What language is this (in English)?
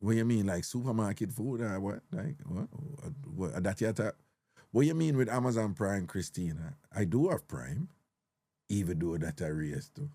Jamaican Creole English